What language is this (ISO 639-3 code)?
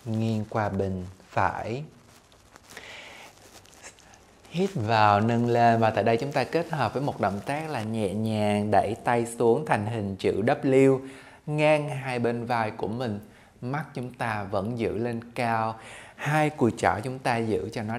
vie